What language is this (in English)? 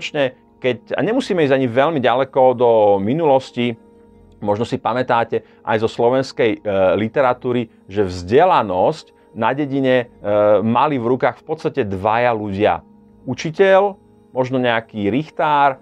Slovak